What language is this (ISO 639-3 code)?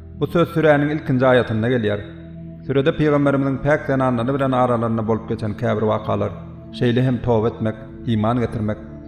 tuk